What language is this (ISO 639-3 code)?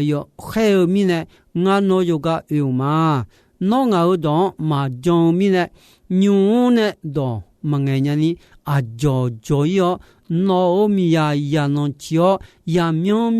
ahk